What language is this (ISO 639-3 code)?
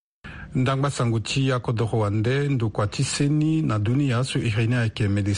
sag